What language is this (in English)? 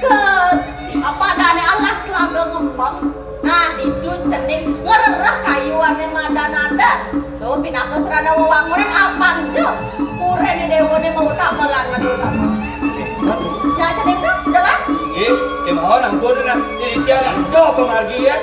Balinese